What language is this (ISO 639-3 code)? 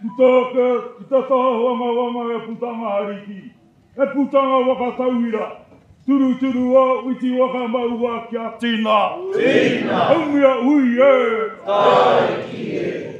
mri